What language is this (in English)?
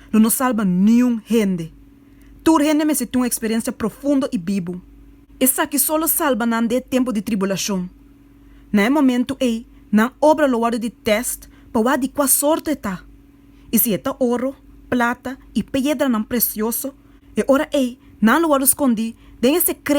Papiamento